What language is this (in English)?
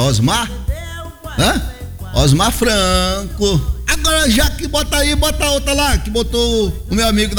Portuguese